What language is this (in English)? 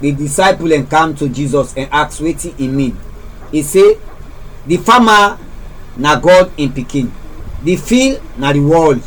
Krio